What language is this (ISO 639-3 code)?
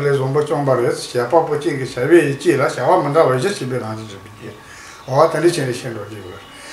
bod